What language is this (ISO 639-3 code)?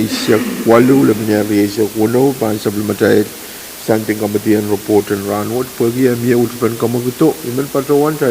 pon